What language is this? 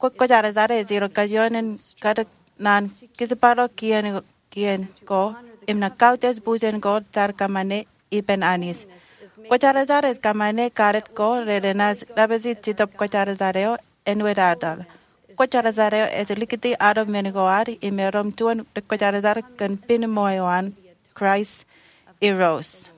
Marshallese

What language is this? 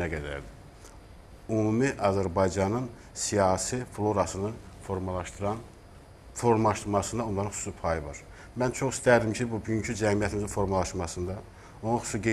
Azerbaijani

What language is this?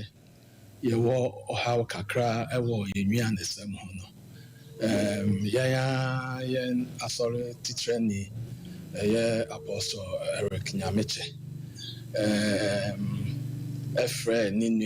Akan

